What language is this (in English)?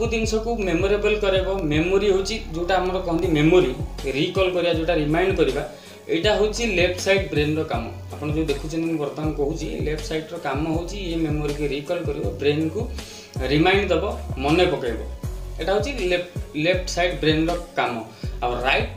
Odia